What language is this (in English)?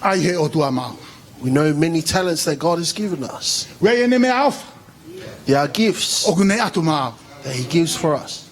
Tongan